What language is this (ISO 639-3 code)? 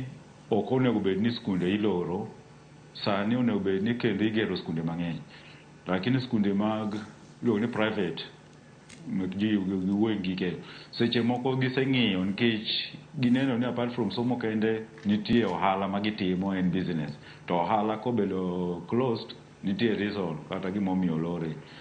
luo